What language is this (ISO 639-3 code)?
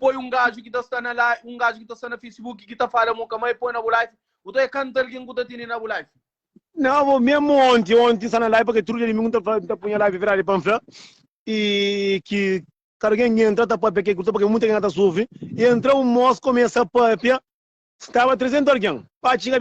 kea